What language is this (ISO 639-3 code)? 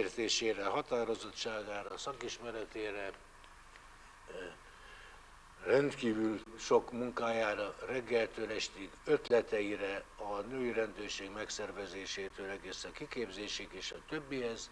hun